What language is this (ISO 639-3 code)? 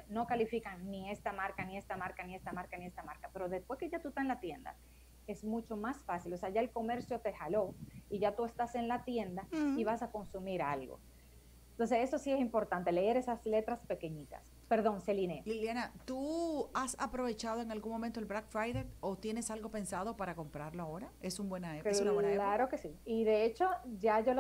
spa